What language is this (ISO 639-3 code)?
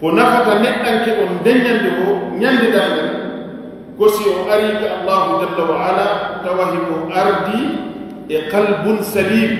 ful